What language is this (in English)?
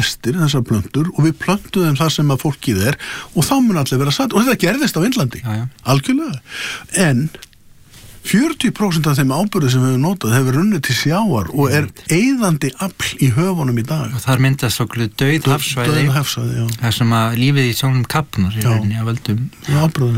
Icelandic